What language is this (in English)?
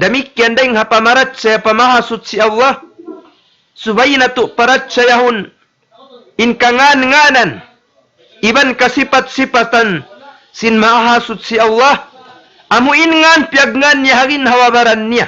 Tausug